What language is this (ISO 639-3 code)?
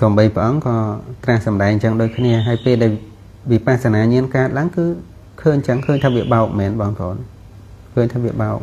khm